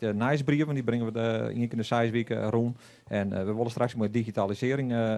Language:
Western Frisian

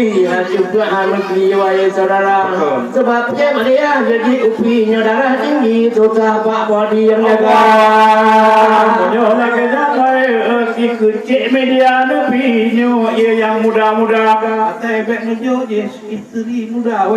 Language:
Achinese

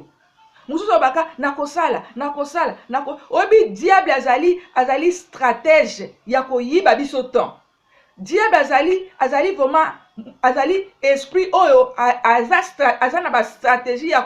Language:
Lingala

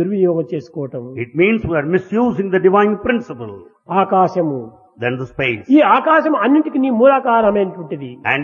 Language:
Telugu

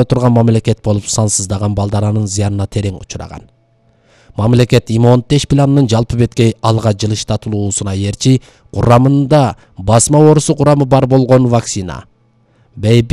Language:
Kyrgyz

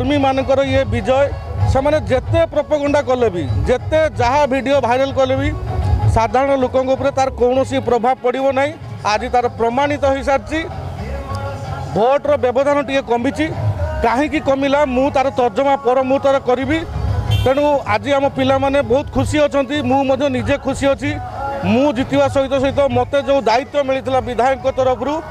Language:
Odia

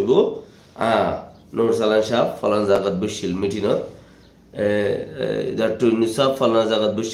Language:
Rohingya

